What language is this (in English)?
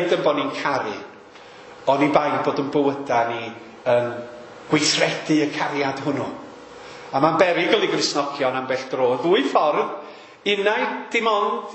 Welsh